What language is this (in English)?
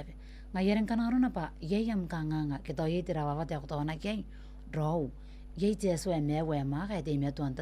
Gilbertese